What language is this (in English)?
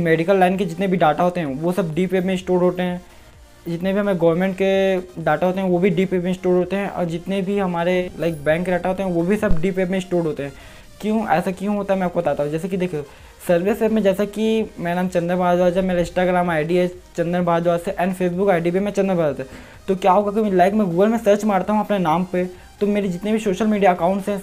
Hindi